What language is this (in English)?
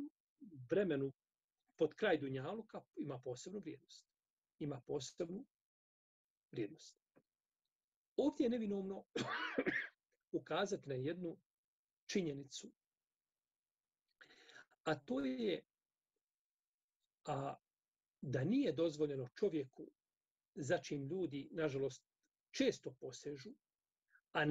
Bosnian